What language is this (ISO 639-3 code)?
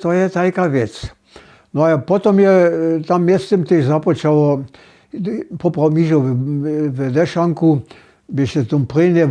hsb